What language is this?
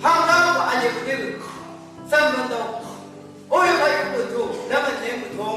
Chang Naga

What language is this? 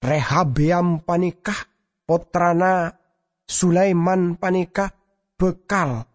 Madurese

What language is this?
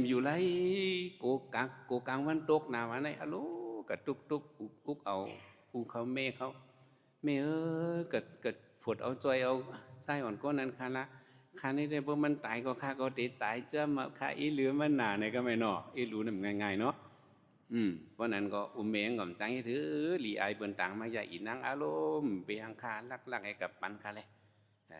Shan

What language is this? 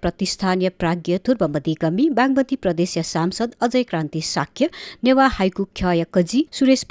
Newari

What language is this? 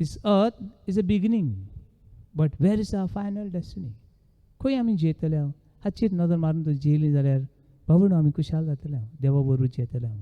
Konkani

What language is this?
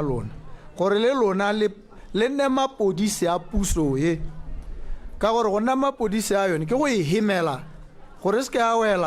Tswana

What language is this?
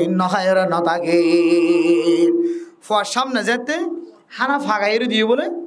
Rohingya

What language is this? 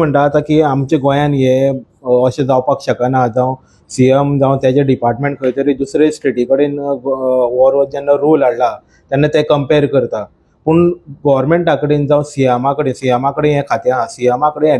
Konkani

